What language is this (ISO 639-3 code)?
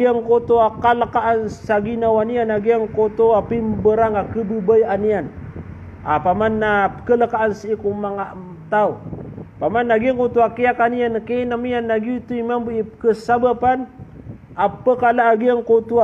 mrw